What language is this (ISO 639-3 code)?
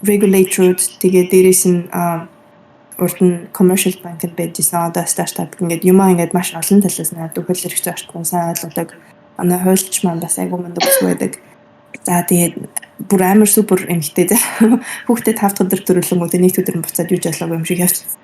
mon